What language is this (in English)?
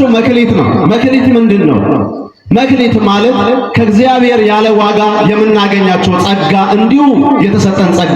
Amharic